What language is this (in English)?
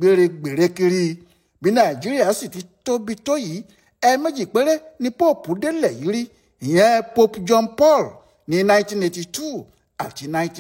Yoruba